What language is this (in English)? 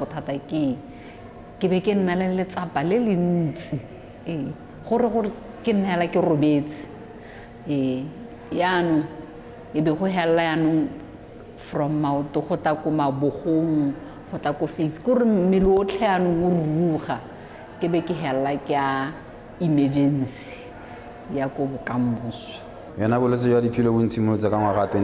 Tswana